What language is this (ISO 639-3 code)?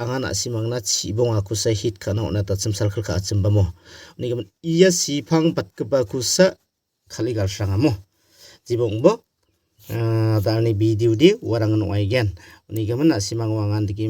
grt